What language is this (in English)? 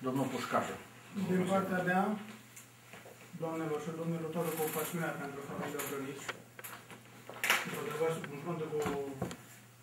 Romanian